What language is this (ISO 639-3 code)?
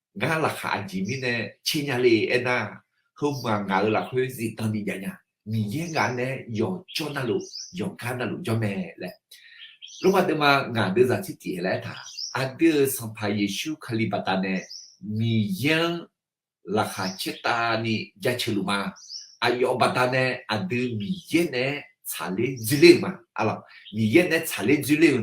ahk